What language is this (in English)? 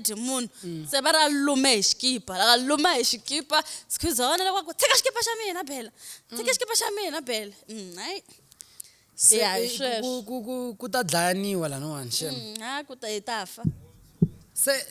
Tsonga